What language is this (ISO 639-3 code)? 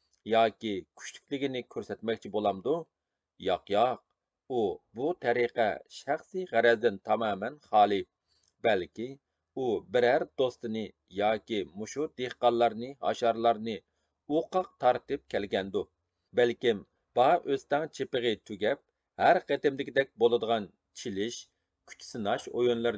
uig